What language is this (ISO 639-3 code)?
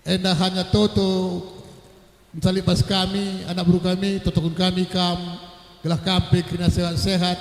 btx